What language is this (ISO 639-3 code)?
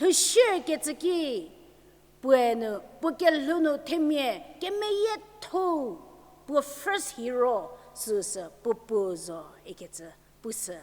njm